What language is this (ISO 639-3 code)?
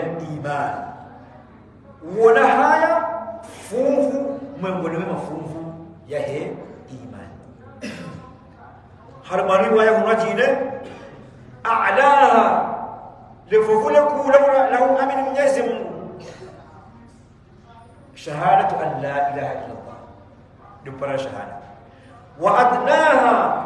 swa